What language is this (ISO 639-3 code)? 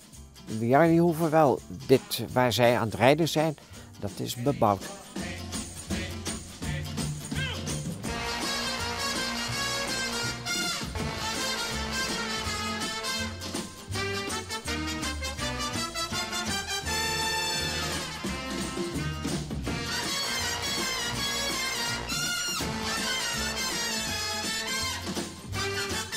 nld